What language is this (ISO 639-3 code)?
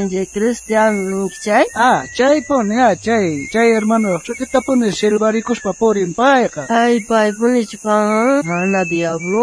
quh